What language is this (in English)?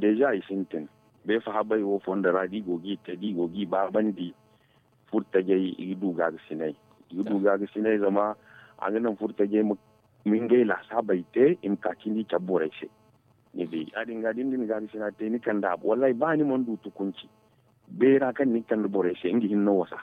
Zarma